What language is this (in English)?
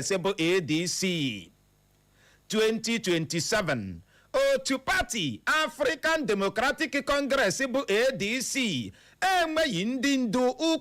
Igbo